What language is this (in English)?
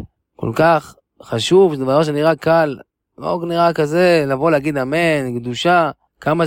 Hebrew